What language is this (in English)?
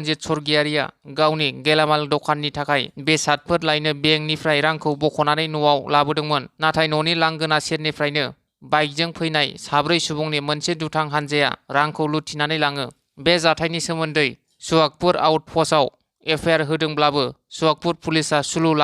Bodo